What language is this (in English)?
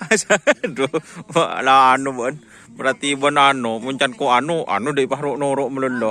Madurese